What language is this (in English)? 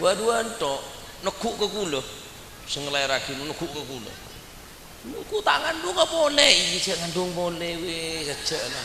Madurese